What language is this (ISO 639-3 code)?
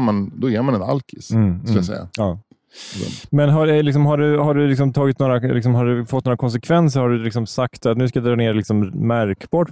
swe